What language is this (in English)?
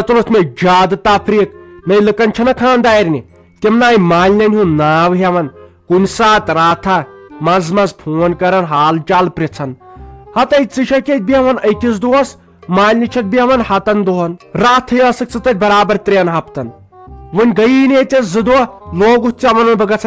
Kashmiri